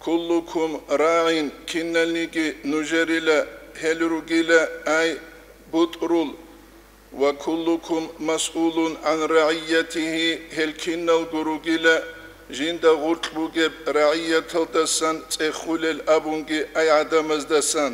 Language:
Avaric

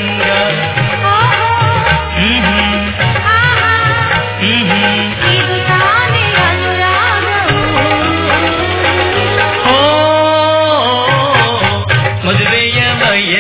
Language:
Kannada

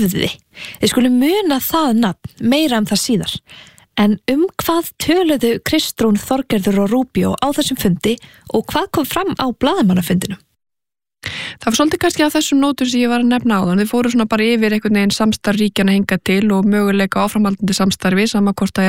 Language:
Icelandic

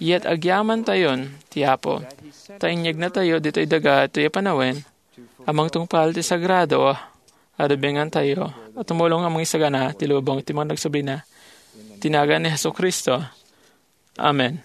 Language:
Iloko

